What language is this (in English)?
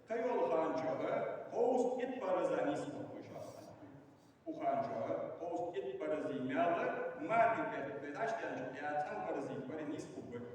Ingush